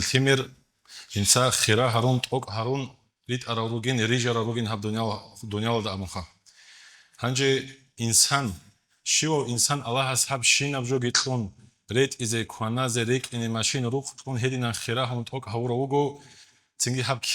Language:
Avaric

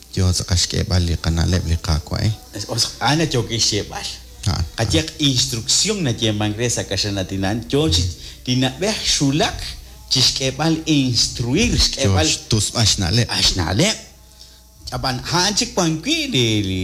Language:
Kekchí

